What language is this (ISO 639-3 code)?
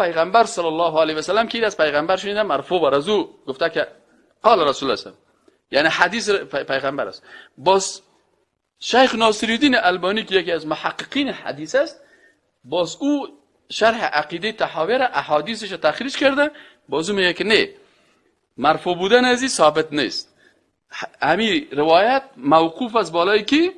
fas